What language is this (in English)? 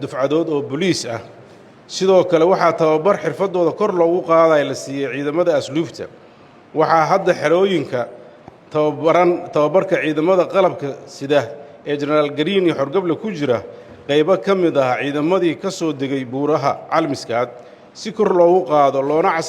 Somali